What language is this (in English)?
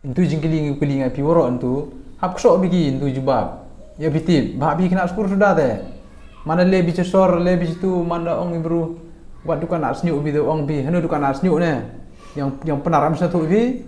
Khasi